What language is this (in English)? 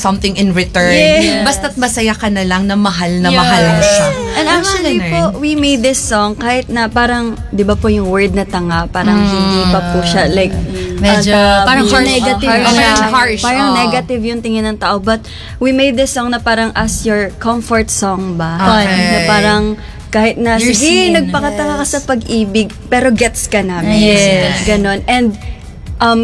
Filipino